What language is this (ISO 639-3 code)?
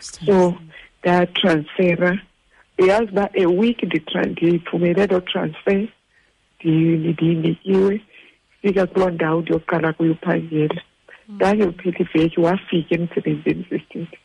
xho